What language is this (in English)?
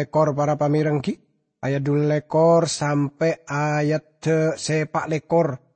Madurese